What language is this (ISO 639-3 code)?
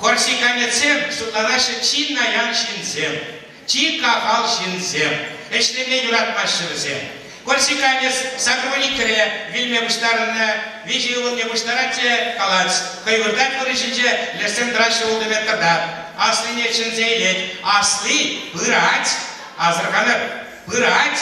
chv